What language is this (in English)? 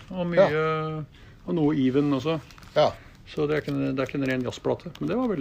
Norwegian